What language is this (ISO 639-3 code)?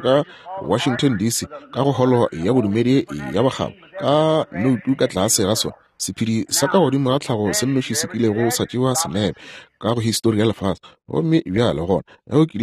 nso